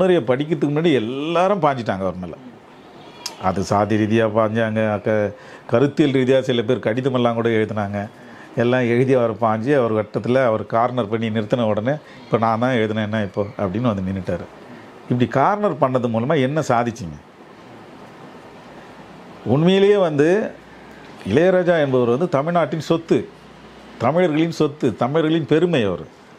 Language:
Tamil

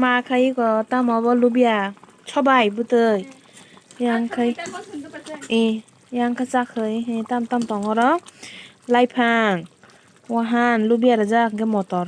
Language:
Kok Borok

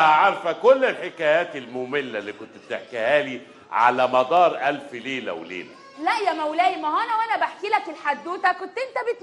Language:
Egyptian Arabic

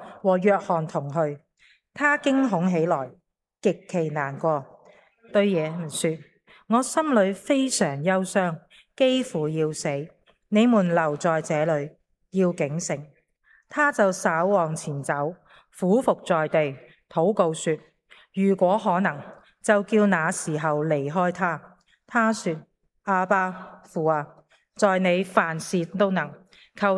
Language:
Cantonese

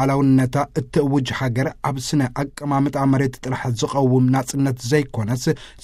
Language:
Tigrinya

